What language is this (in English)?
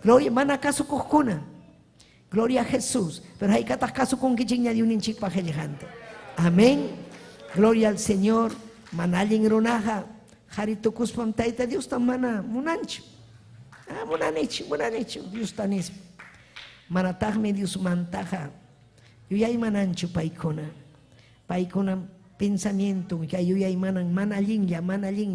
Ayacucho Quechua